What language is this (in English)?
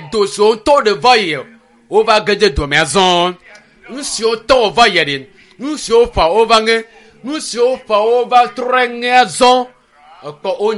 Ewe